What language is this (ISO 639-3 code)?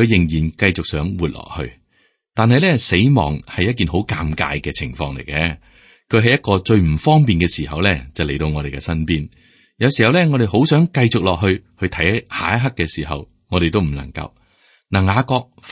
yue